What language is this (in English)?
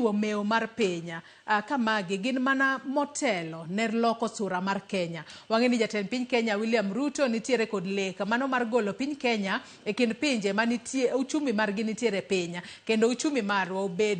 Luo (Kenya and Tanzania)